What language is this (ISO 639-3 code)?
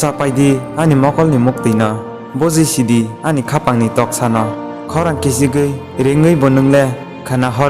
trp